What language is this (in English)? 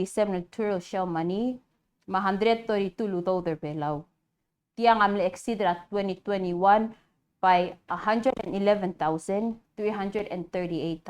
Palauan